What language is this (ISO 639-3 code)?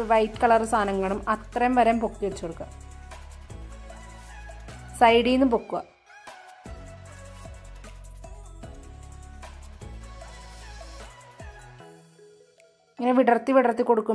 mal